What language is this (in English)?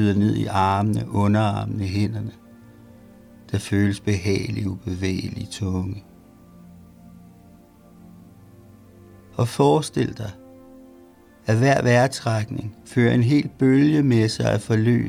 Danish